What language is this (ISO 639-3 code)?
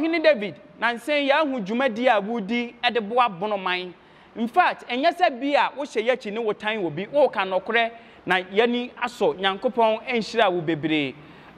aka